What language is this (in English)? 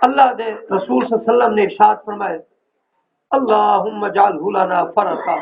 Saraiki